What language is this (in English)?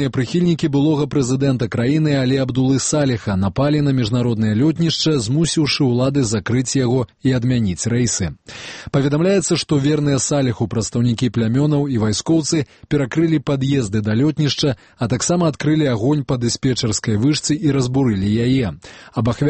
Belarusian